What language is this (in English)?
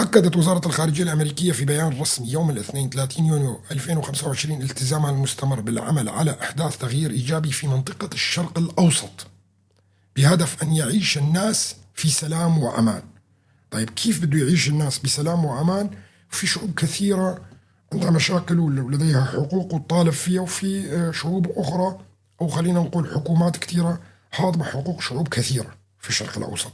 North Levantine Arabic